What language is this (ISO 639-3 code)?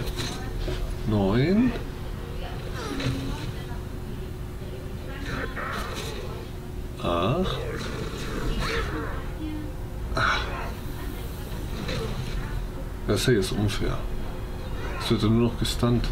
deu